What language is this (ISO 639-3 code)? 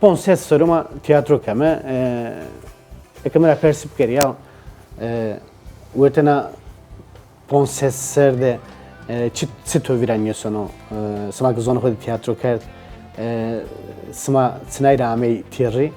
zza